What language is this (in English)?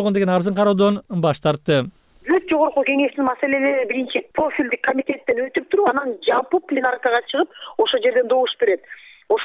Kyrgyz